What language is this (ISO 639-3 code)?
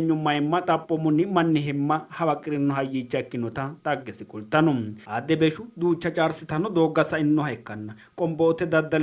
sid